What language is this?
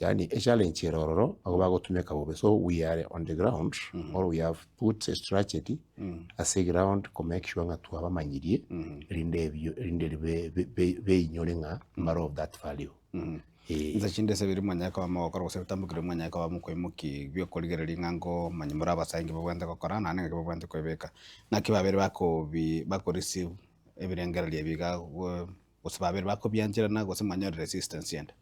Gusii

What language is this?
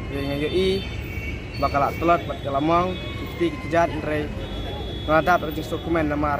Khasi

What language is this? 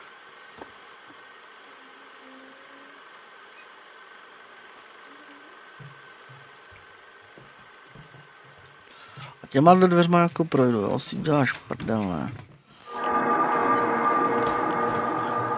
Czech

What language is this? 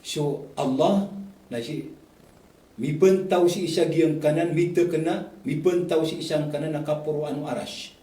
Maranao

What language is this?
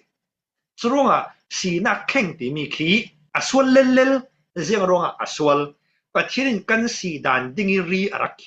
Falam Chin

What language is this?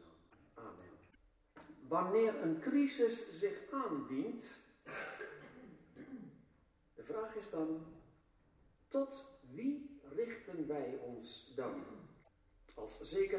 Dutch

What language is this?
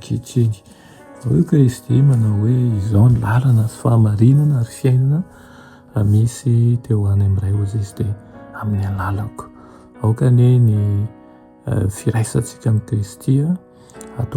Malagasy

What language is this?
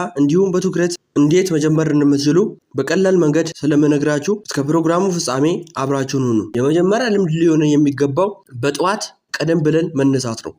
Amharic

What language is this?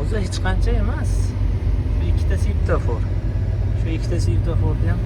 Uzbek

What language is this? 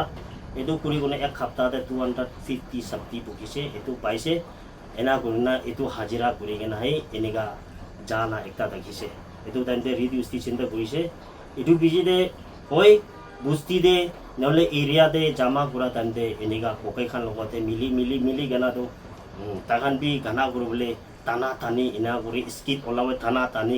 Naga Pidgin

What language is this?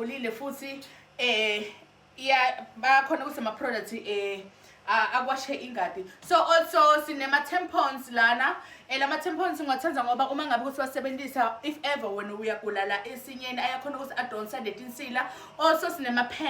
Zulu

